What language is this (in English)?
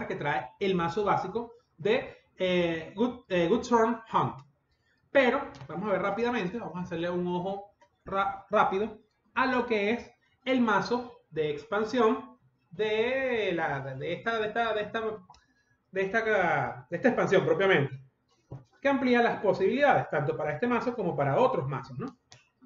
Spanish